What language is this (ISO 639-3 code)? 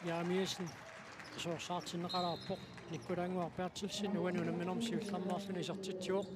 kal